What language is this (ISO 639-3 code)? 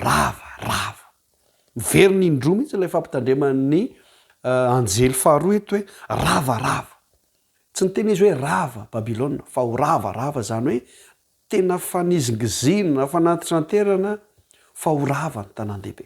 mlg